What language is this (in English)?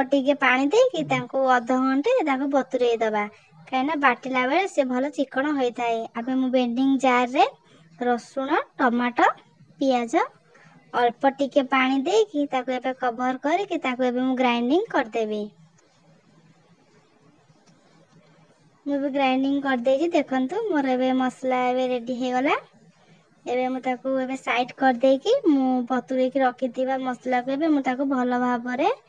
Odia